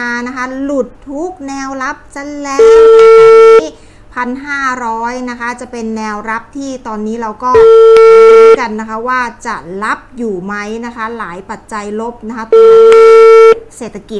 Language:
Thai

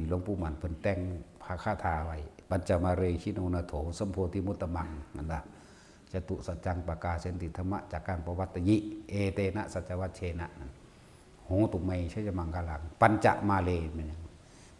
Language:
Northeastern Thai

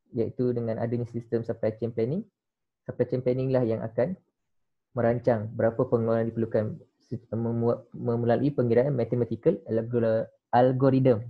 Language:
Malay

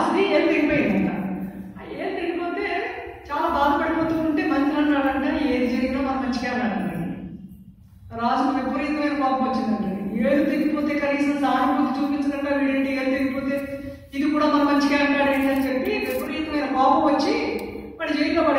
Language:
Telugu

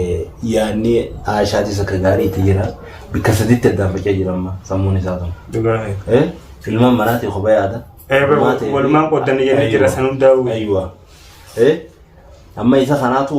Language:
Oromo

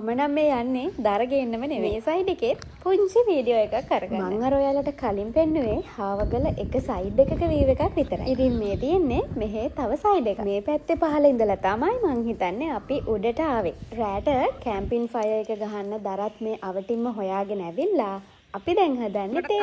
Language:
Sinhala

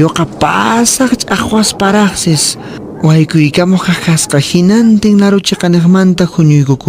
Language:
Quechua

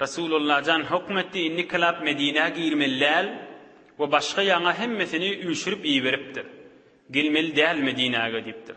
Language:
Turkmen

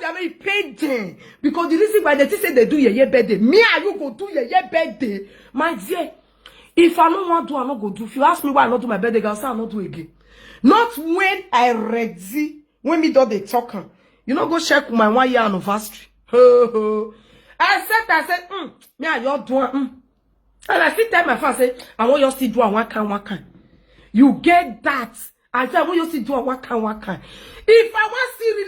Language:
Nigerian Pidgin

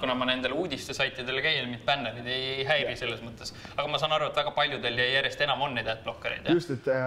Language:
Estonian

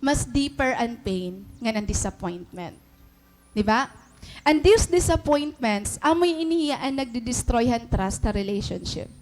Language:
Waray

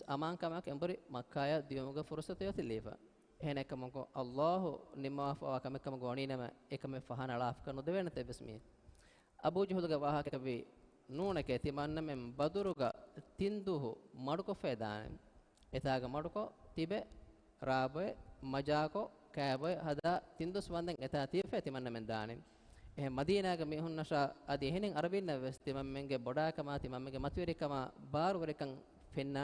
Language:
Divehi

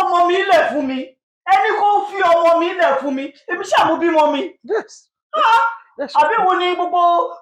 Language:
Yoruba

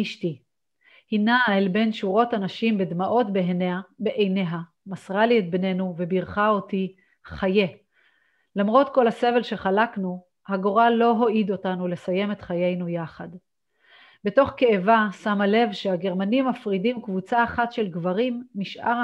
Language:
Hebrew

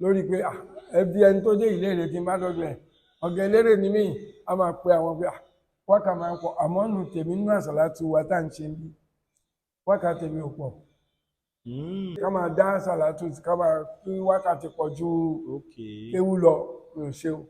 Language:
Yoruba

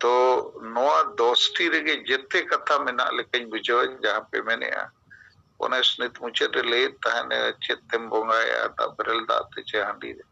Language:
Santali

